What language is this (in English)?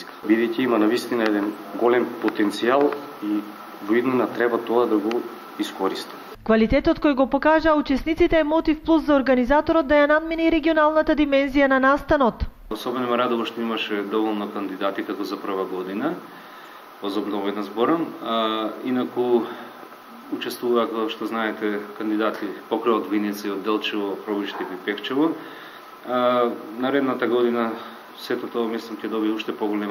Macedonian